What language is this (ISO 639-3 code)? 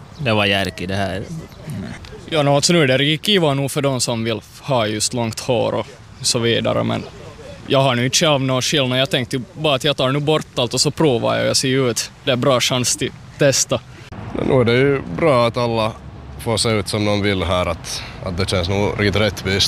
swe